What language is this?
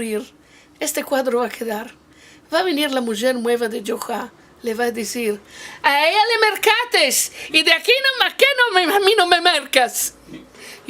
Ladino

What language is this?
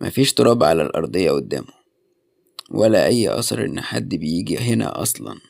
Egyptian Arabic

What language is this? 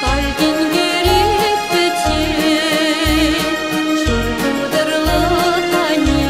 Chuvash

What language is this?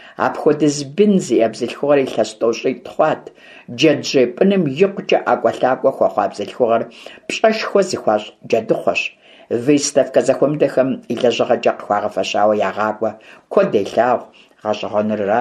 Kabardian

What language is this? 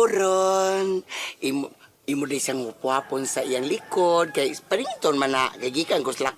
Cebuano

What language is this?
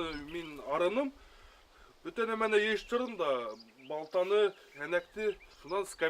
Bashkir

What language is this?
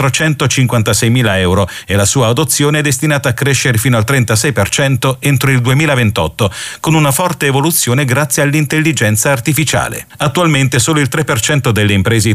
Italian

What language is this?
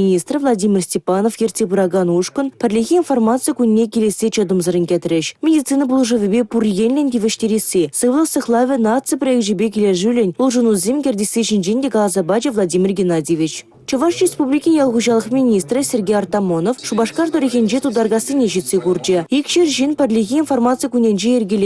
Chuvash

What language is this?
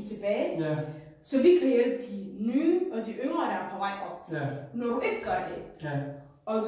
Danish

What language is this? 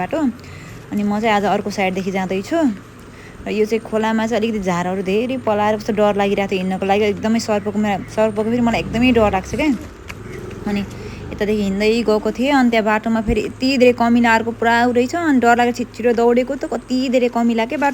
Nepali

